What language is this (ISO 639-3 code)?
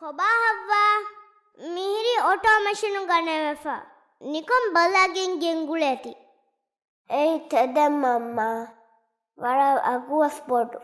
div